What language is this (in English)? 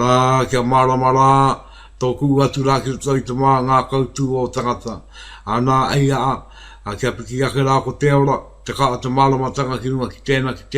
Māori